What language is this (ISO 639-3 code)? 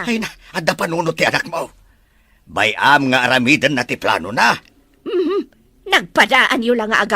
ilo